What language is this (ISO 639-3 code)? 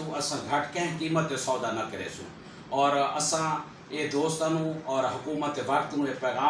skr